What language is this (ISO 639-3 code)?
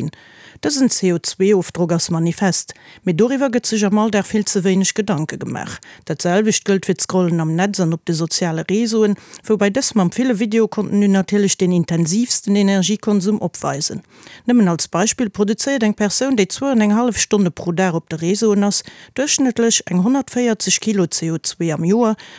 ltz